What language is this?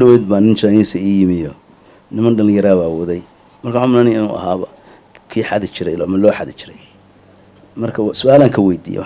Somali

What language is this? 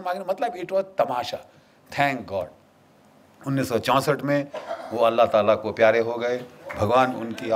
Hindi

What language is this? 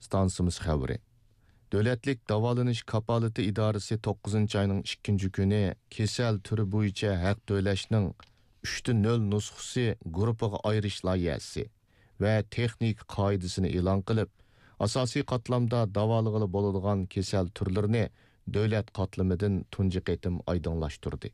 Uyghur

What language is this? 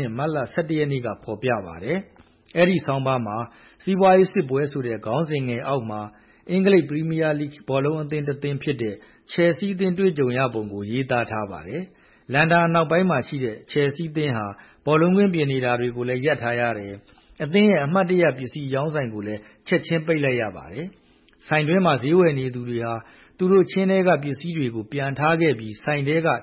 Burmese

